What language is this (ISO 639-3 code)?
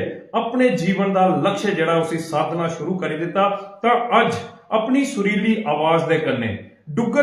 doi